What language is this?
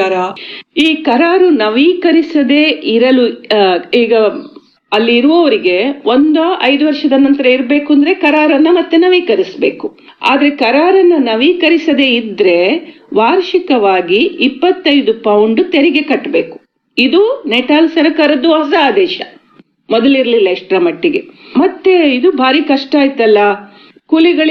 Kannada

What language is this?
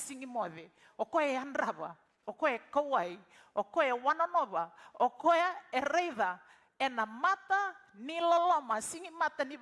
Fijian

